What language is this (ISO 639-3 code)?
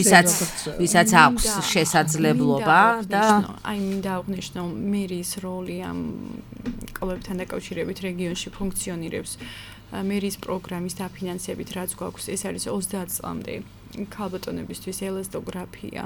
kat